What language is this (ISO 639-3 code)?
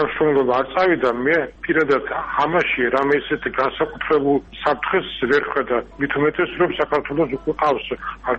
kat